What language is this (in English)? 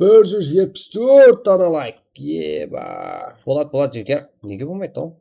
Kara-Kalpak